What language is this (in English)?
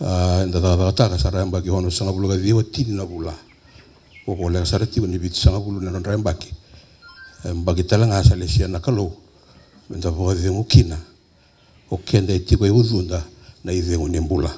Fijian